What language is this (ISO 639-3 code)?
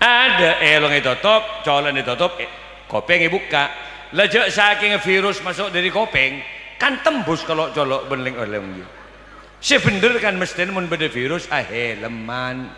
mad